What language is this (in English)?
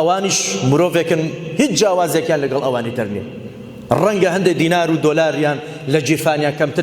Central Kurdish